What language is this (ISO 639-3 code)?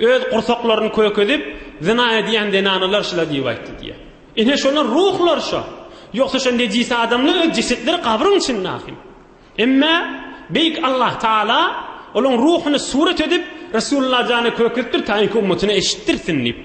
tuk